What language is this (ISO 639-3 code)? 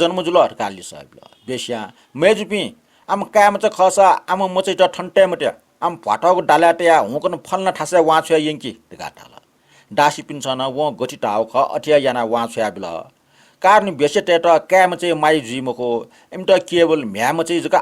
new